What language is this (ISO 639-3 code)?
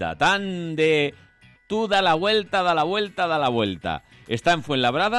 spa